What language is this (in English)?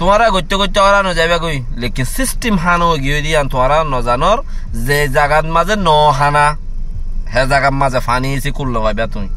Rohingya